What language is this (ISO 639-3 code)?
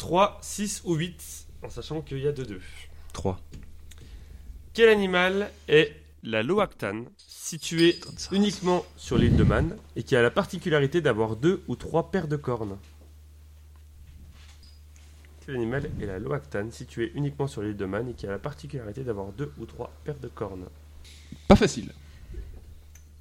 fra